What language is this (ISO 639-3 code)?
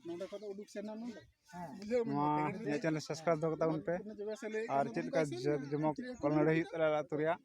sat